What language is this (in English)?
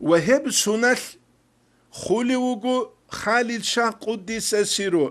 Avaric